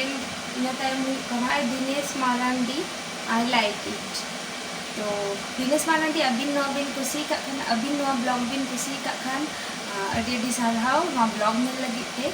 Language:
Santali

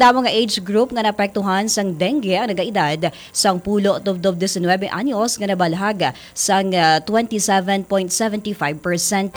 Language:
Hiligaynon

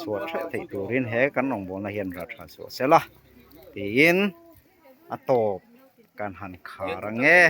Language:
Mizo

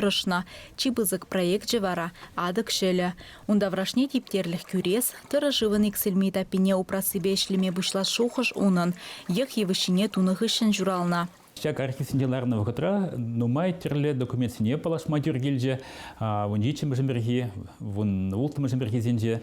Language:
Chuvash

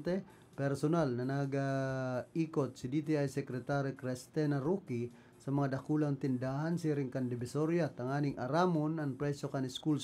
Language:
Bikol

